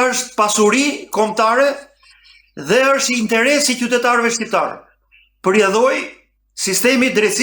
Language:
Albanian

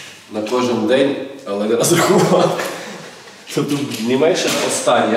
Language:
Ukrainian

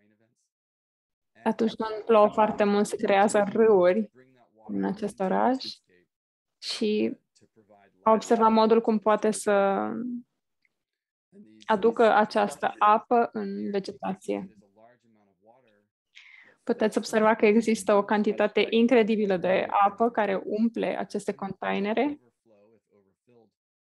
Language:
Romanian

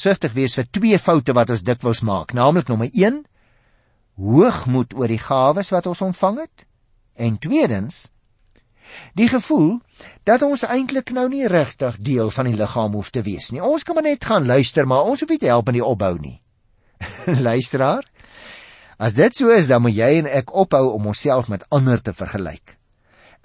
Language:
Afrikaans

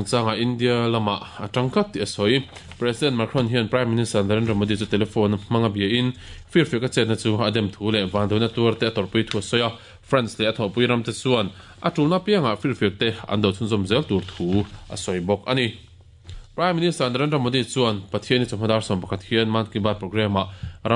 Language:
Mizo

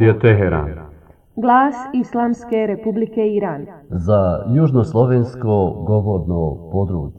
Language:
Bosnian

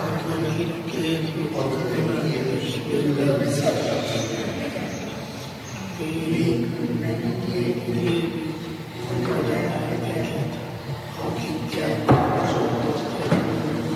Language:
Hungarian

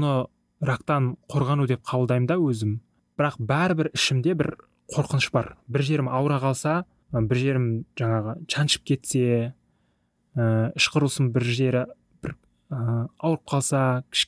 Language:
Kazakh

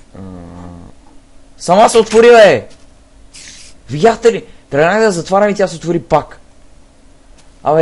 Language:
Bulgarian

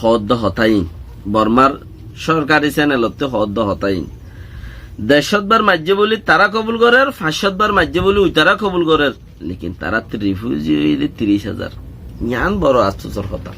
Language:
Rohingya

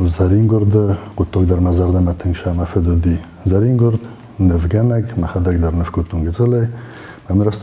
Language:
Ossetic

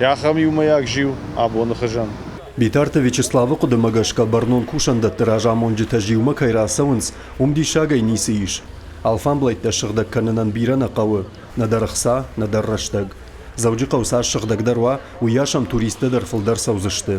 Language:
Ossetic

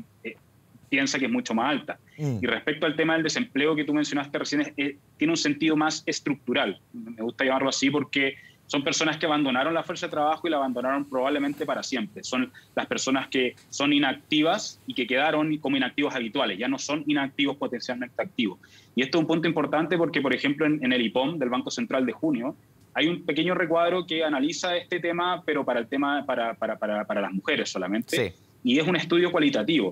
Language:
Spanish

